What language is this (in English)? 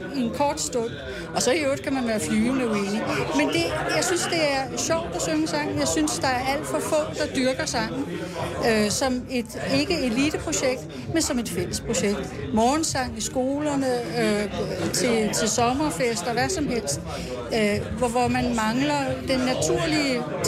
Danish